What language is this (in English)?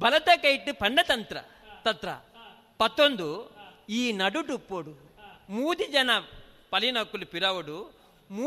Tulu